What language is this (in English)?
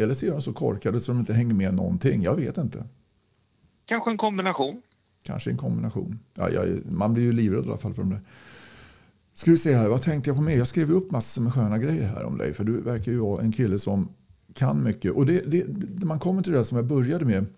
Swedish